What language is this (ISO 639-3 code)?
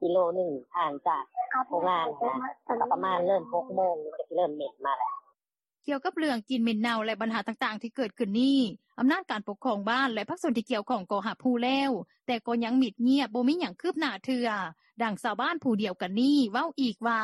lao